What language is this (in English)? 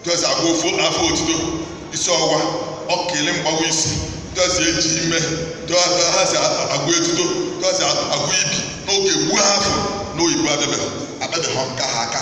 Igbo